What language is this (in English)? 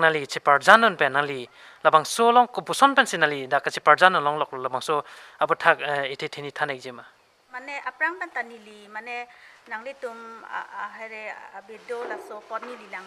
Karbi